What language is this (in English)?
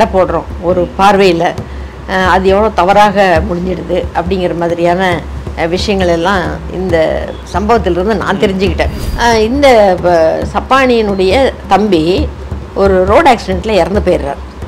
Tamil